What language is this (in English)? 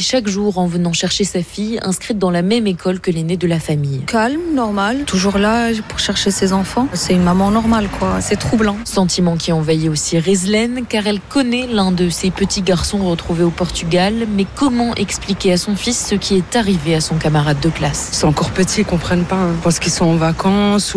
French